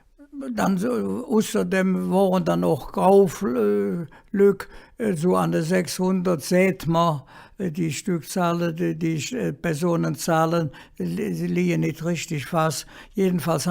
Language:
Colognian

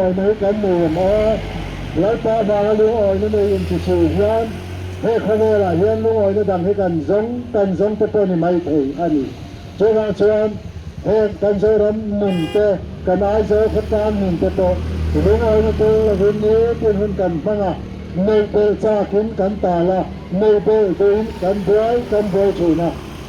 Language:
Mizo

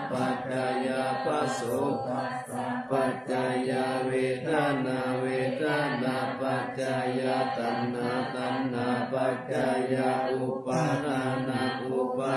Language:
Pali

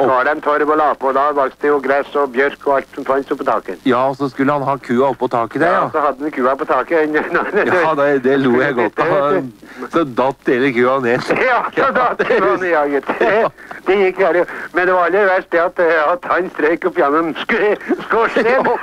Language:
Norwegian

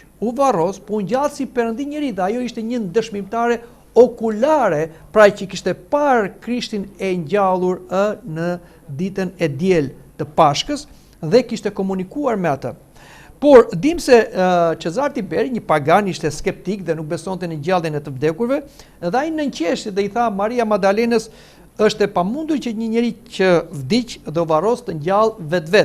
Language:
Albanian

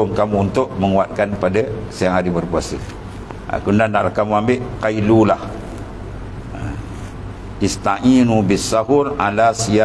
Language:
Malay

